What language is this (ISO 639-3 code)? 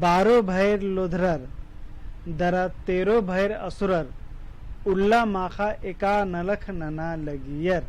kru